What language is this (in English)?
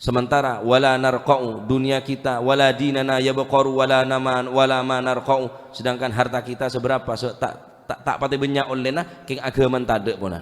Madurese